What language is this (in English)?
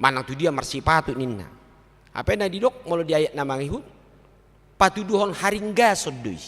Batak Toba